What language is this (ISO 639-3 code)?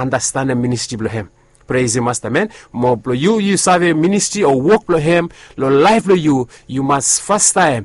bis